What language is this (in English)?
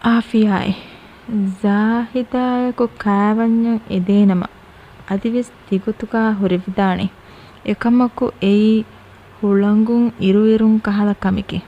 Divehi